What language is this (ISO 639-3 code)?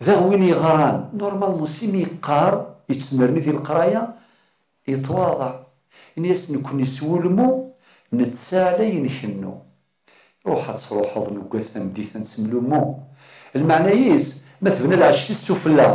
kab